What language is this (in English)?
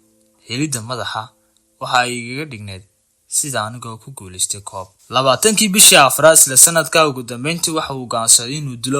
Somali